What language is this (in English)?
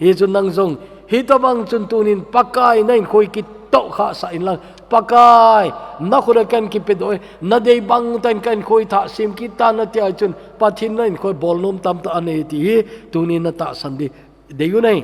Thado Chin